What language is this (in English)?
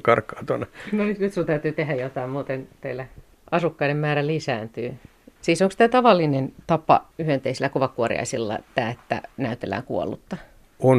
Finnish